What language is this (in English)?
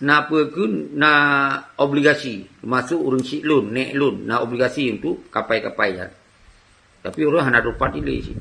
Achinese